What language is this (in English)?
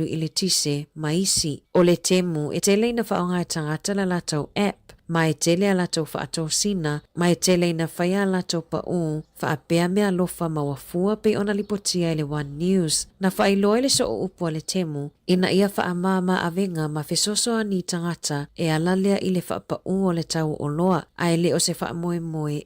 Samoan